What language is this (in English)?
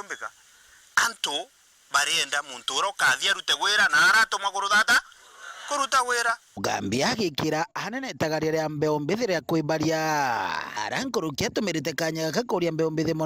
Meru